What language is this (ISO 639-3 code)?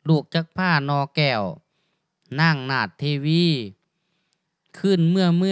tha